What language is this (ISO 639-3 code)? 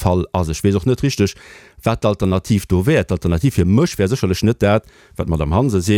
ltz